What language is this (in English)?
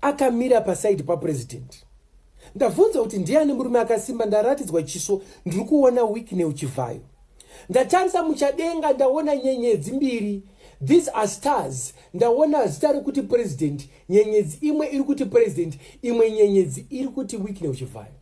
Shona